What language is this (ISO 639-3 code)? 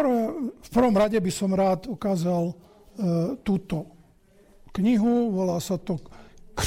slk